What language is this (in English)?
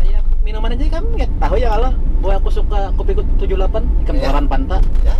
Banjar